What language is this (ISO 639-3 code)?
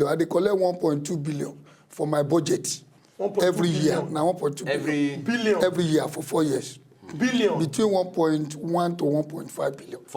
pcm